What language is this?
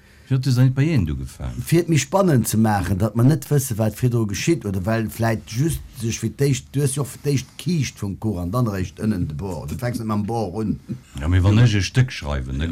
Luxembourgish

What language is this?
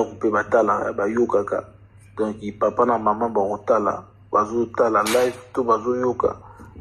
Lingala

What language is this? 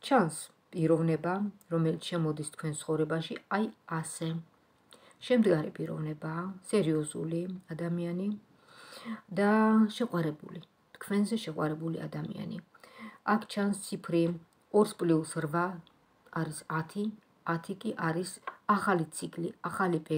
Georgian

